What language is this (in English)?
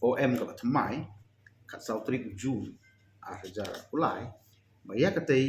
Khasi